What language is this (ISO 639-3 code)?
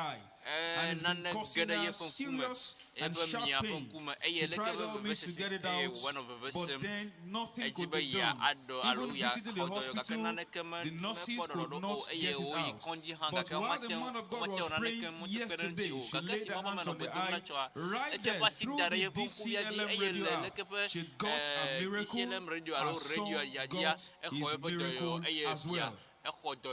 ewe